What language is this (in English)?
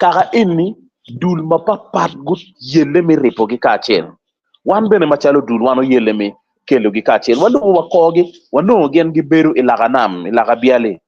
Acoli